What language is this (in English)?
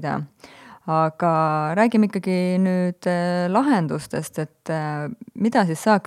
Estonian